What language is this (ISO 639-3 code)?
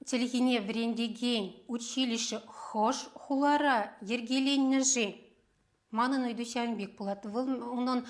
chv